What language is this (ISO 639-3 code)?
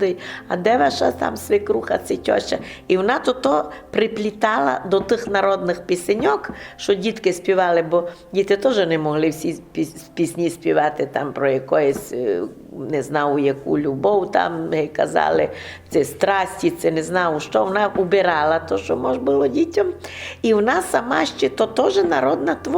rue